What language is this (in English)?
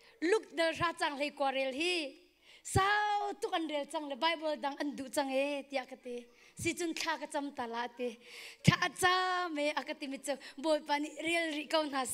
Hakha Chin